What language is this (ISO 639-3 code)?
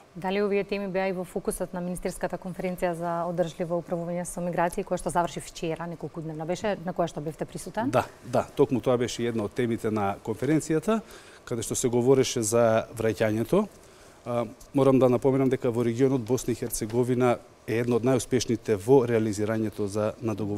mkd